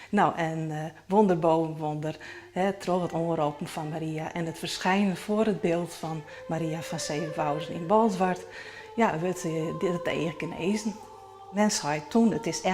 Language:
Western Frisian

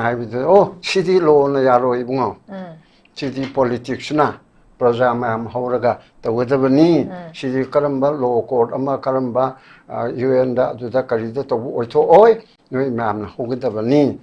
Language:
Manipuri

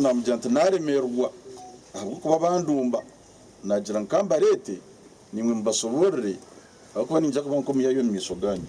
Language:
Nyankole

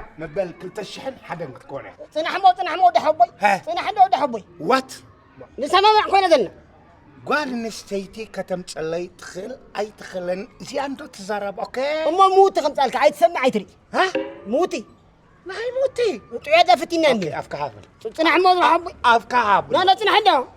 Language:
Tigrinya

